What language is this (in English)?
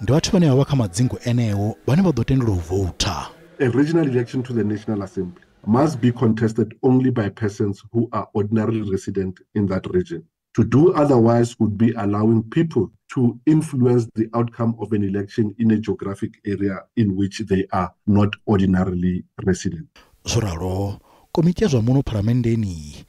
Venda